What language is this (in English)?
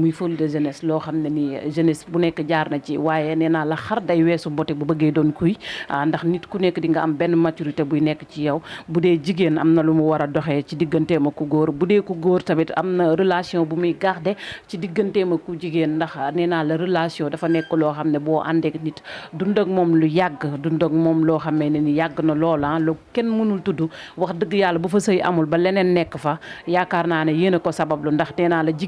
Wolof